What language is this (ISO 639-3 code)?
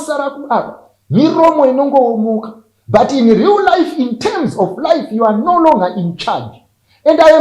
sna